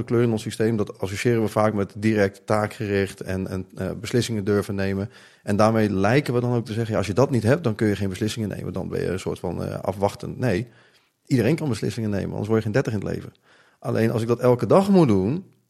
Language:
Dutch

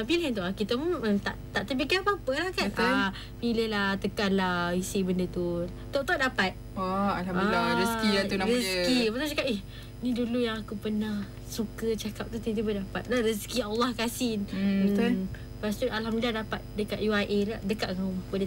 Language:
Malay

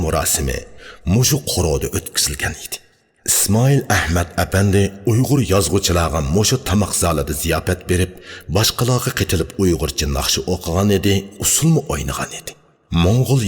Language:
Uyghur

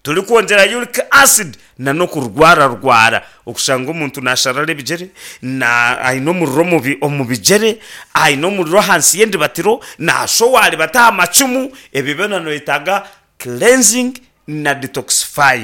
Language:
Nyankole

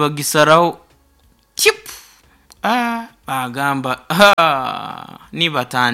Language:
Nyoro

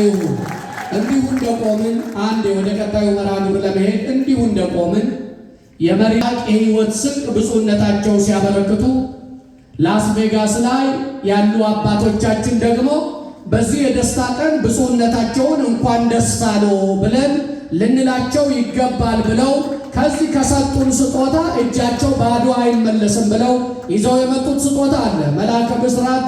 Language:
Amharic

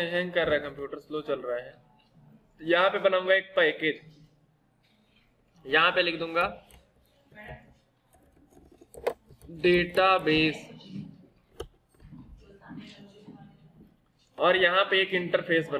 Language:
Hindi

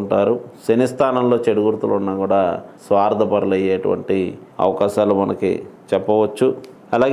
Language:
Telugu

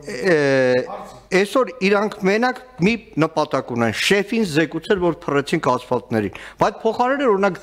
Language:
Armenian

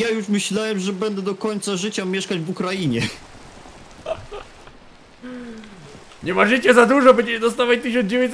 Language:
Polish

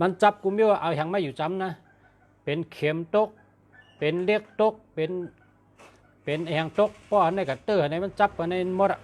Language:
Shan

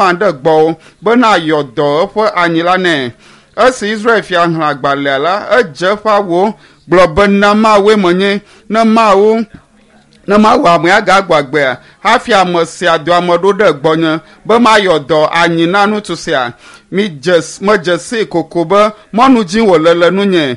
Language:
Ewe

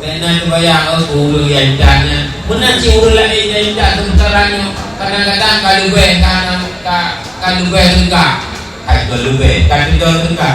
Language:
Achinese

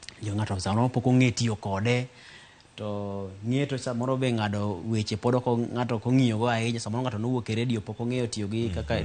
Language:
Luo (Kenya and Tanzania)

